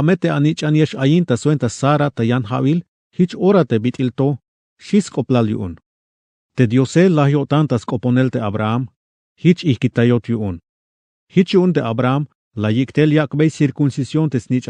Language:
Tzeltal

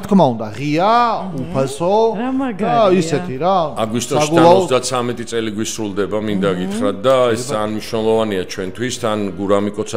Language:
Georgian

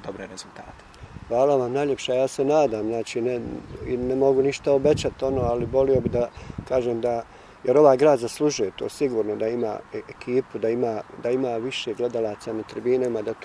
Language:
Bosnian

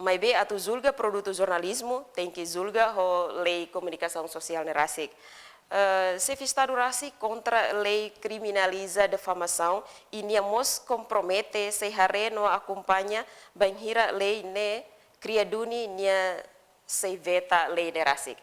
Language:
Tetum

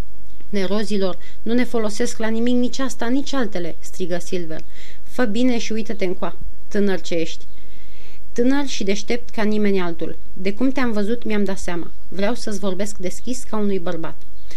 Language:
Romanian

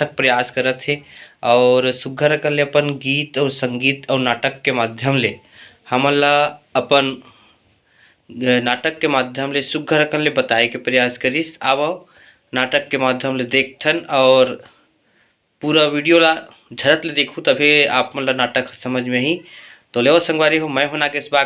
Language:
Chhattisgarhi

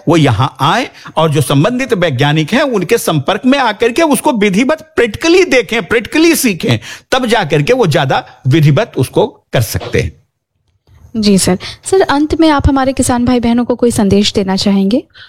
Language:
Hindi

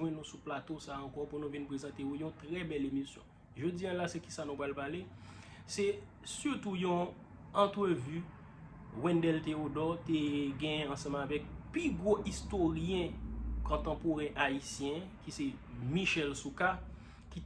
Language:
Haitian Creole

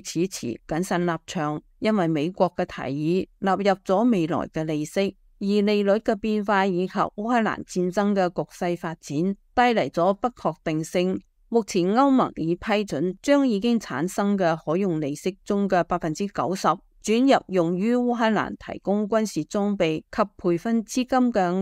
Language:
Cantonese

